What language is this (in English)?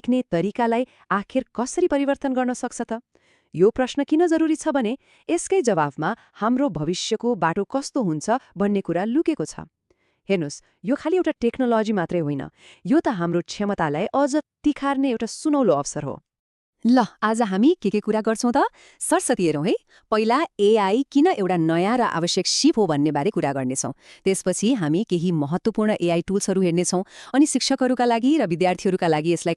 Nepali